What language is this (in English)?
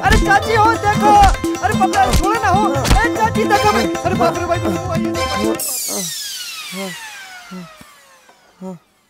Bhojpuri